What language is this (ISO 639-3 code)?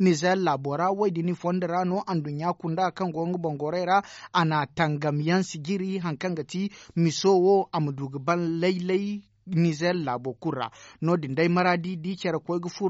dje